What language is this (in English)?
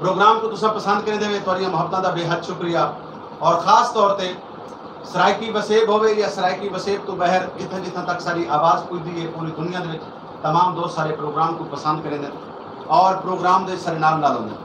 Saraiki